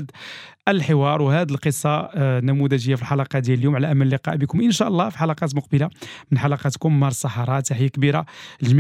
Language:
Moroccan Arabic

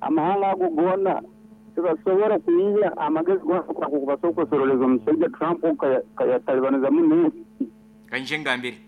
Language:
Nyankole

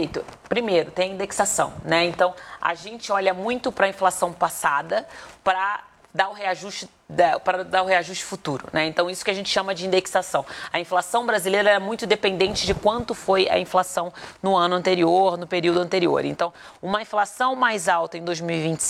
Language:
Portuguese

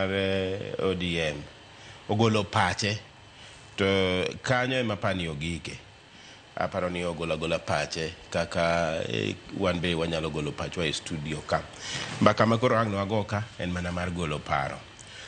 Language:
Luo (Kenya and Tanzania)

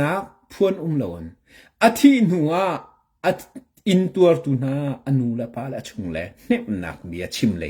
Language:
Hakha Chin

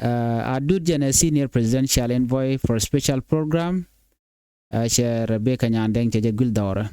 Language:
Nuer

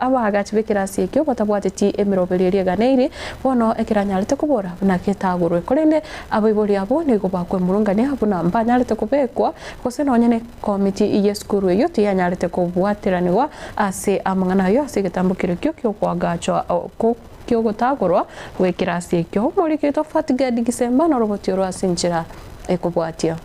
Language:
Gusii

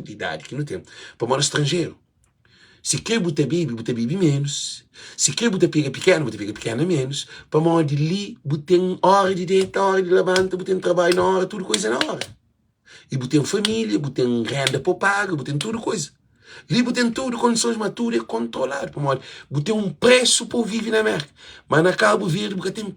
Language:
Kabuverdianu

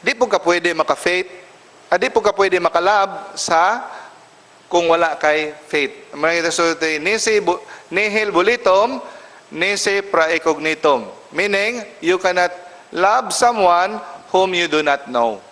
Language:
Cebuano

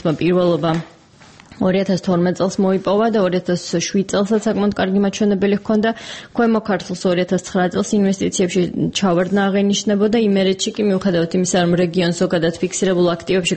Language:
Georgian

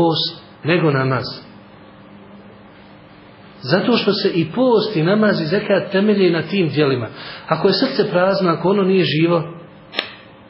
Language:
Bosnian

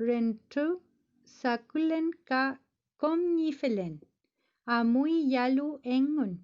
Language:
Mapuche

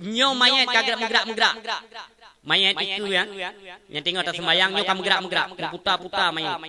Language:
Achinese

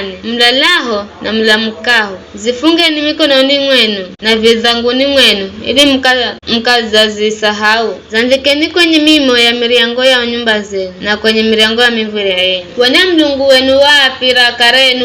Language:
Giryama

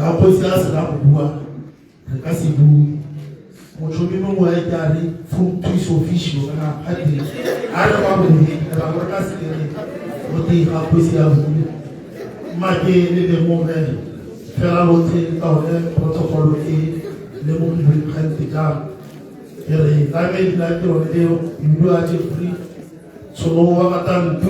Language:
Tswana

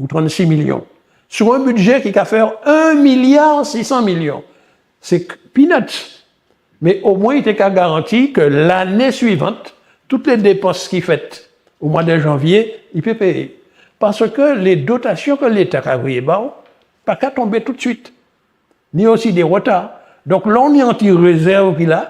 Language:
Guadeloupean Creole French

